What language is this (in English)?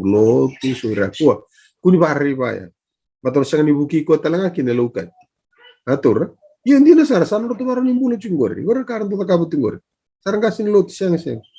Fijian